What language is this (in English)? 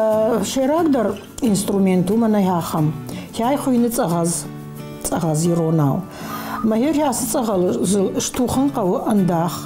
Ossetic